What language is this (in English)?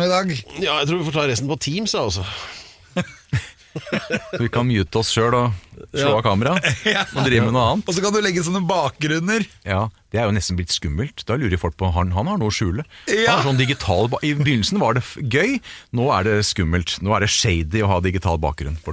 Norwegian